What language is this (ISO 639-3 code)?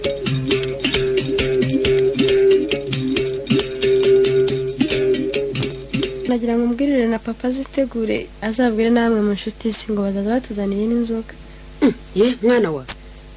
kin